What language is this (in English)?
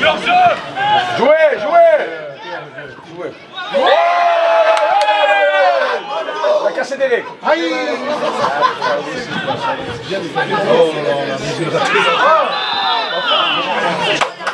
French